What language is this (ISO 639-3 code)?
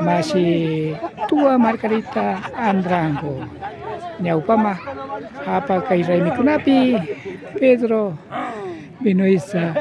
qvi